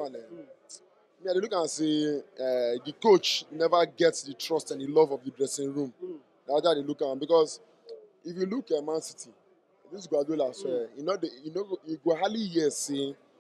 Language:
Nigerian Pidgin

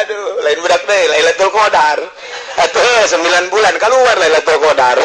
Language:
Sundanese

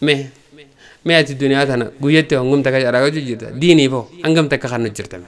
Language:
Oromo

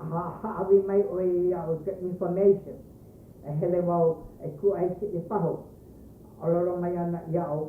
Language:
Hawaiian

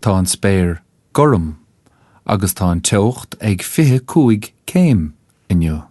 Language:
Irish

